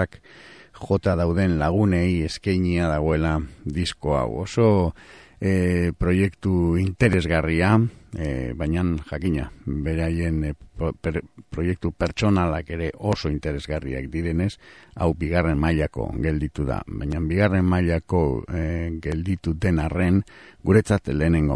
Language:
Basque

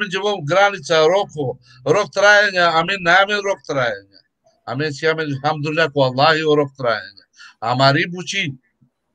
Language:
Balkan Romani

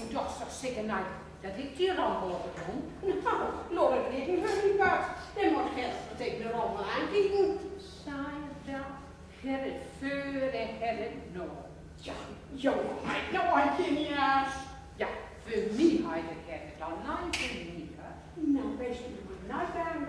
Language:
Gronings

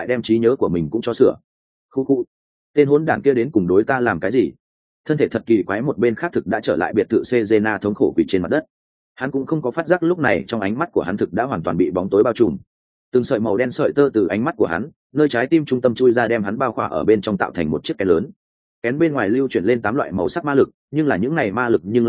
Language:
Vietnamese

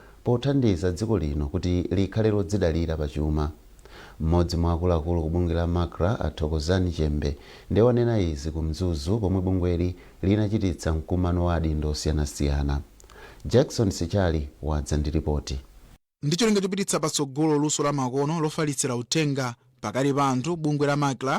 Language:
Nyanja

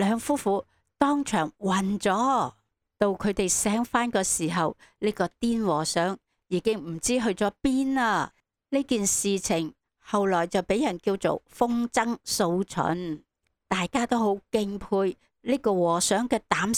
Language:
Cantonese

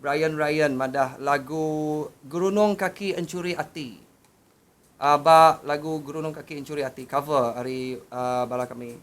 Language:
Iban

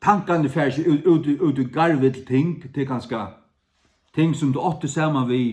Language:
Faroese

